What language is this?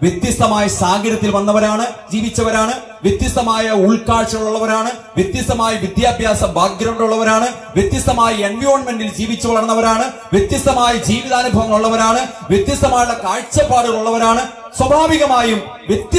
Malayalam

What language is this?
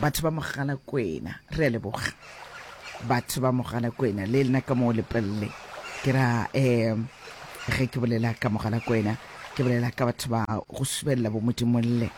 Northern Sotho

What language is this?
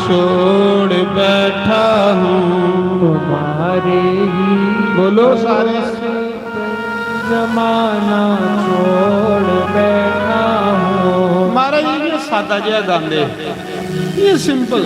Dogri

